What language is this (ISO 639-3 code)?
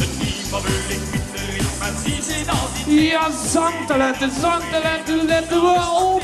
lim